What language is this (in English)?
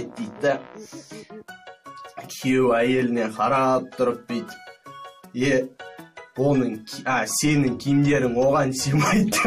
Kazakh